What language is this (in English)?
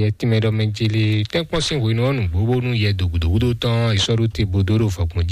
Fon